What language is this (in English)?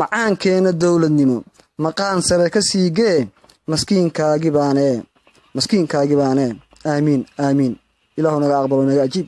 Somali